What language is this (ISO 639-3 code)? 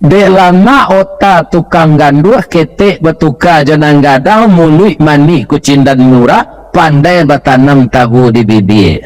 min